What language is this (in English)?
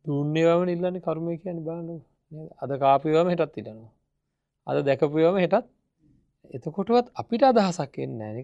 Sinhala